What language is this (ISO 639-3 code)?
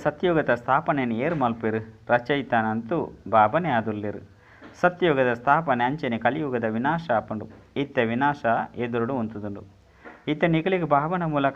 tcy